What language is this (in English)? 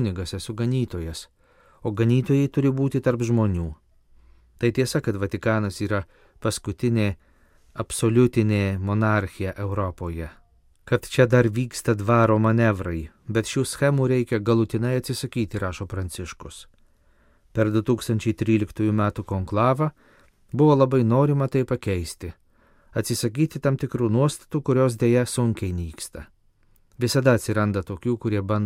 Lithuanian